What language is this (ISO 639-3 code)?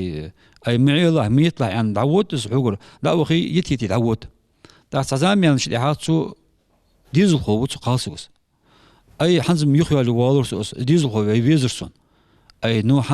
inh